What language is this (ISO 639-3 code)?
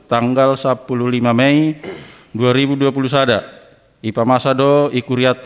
bts